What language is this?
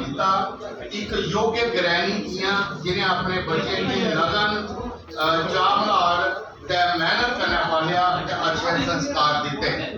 Dogri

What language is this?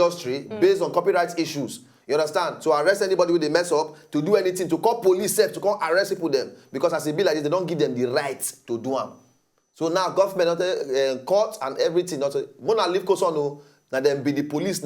Nigerian Pidgin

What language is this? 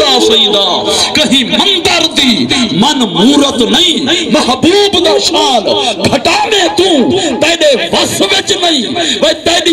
Saraiki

